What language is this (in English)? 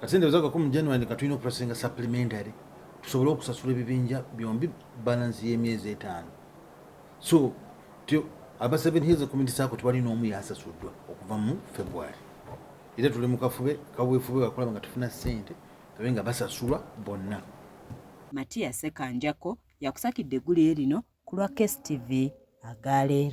Ganda